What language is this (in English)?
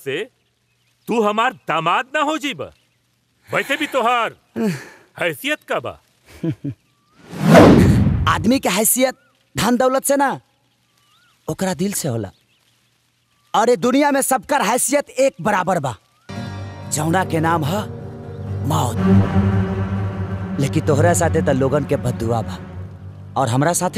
Bhojpuri